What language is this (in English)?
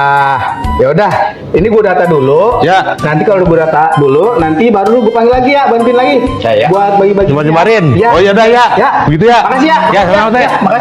Betawi